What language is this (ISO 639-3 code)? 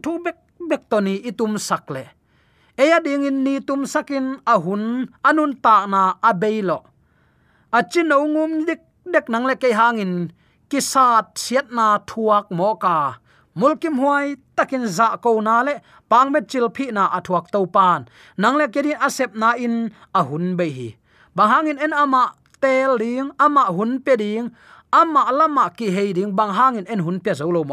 ctd